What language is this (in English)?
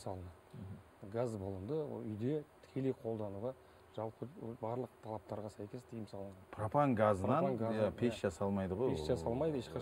Kazakh